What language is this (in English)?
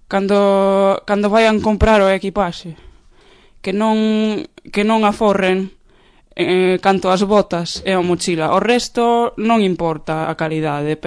Galician